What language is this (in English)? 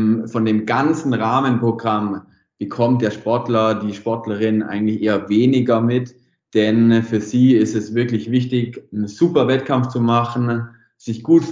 German